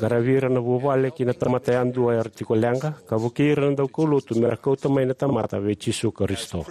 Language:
Fijian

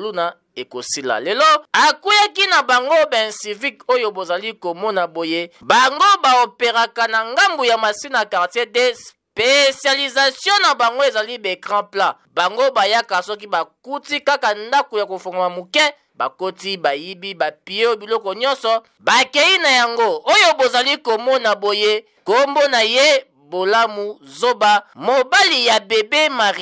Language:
Lingala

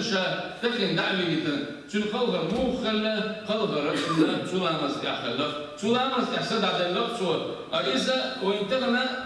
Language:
Chechen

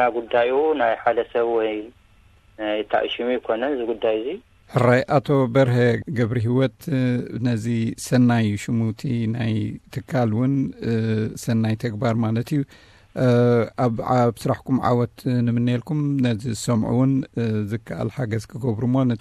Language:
Tigrinya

